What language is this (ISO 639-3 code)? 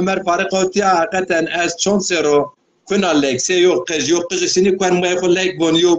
zza